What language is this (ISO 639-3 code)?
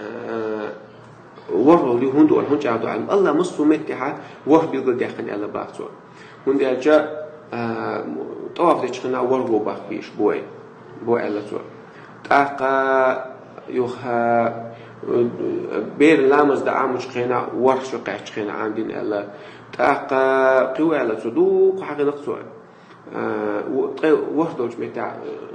che